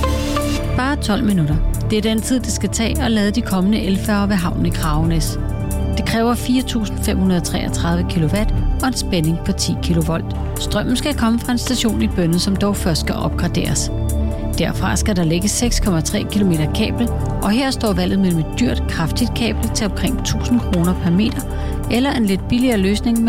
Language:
Danish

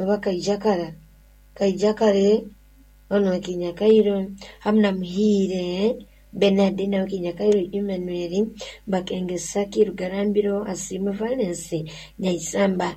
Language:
Nyoro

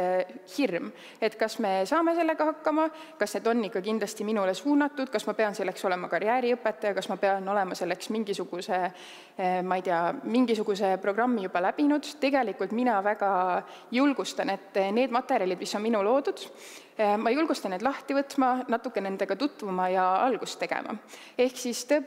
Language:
Estonian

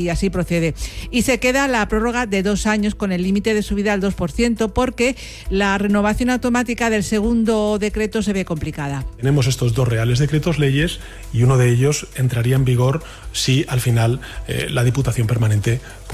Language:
Spanish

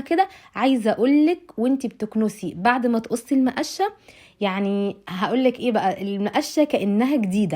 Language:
Egyptian Arabic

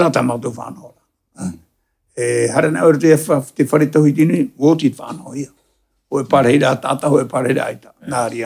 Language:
Tahitian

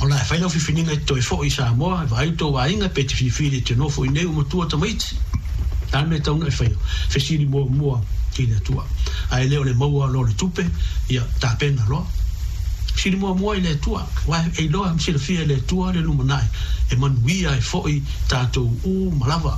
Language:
Samoan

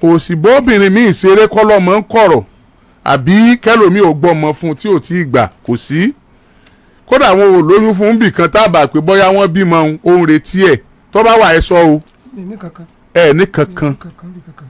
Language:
Yoruba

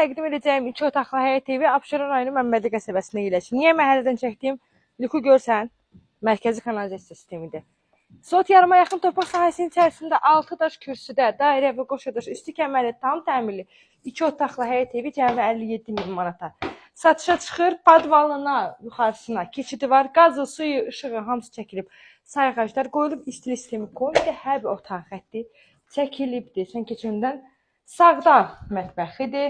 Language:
Azerbaijani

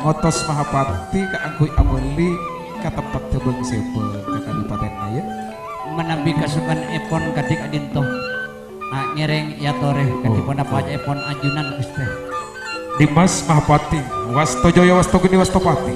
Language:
Madurese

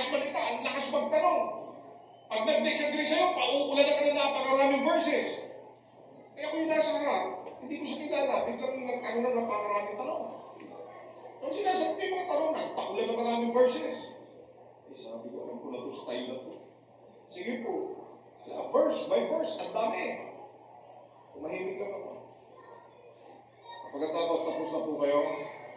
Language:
Filipino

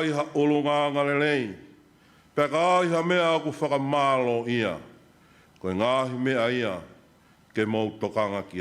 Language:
Tongan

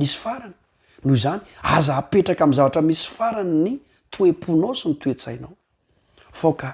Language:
Malagasy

